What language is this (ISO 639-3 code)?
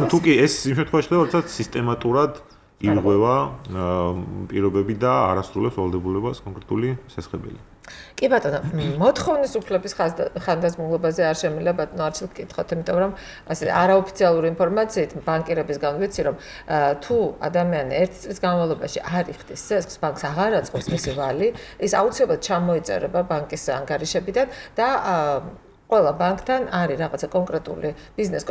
kat